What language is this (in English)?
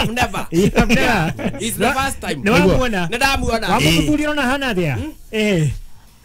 Kikuyu